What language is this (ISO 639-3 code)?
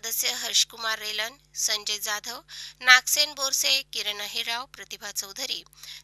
mar